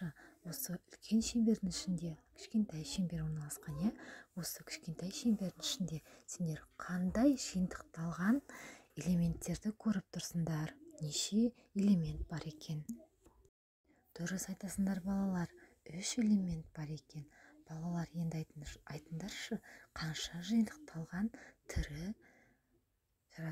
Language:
Kazakh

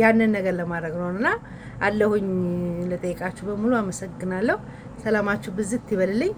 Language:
Amharic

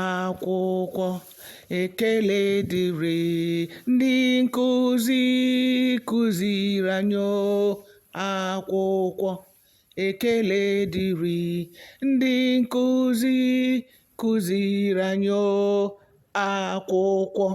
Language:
Igbo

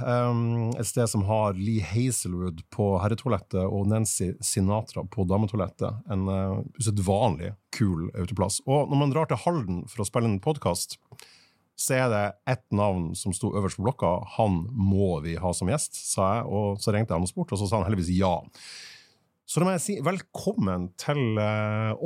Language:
Norwegian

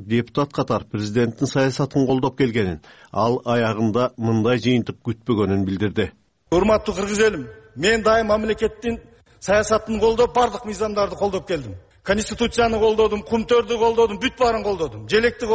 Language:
Kyrgyz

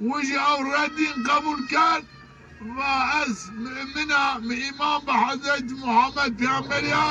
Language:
Zaza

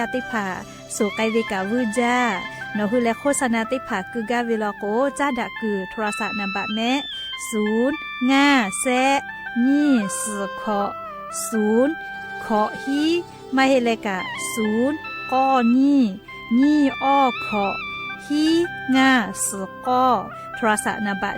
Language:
Lahu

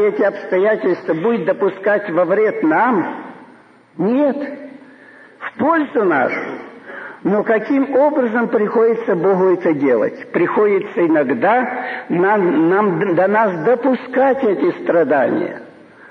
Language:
Russian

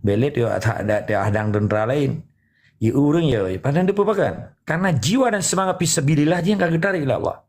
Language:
Achinese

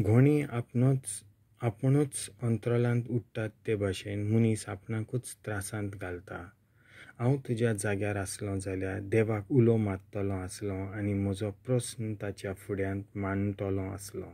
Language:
Konkani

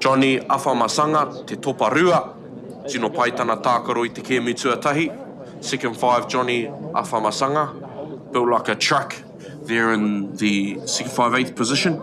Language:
Māori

